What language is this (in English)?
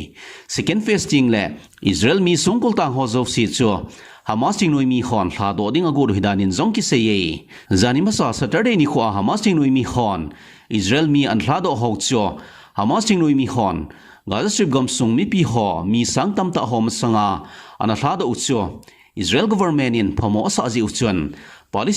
Thado Chin